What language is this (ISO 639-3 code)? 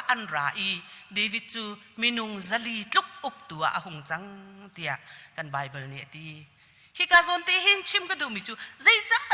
cnh